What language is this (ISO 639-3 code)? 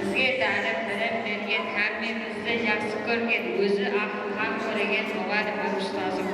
kaa